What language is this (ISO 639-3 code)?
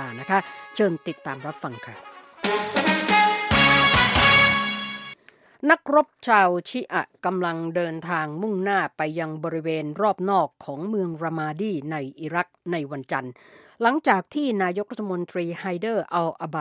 tha